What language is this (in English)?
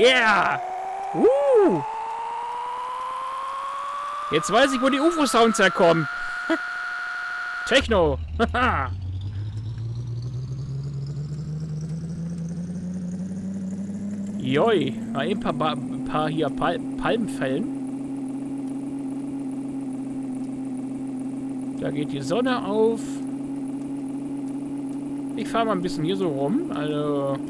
German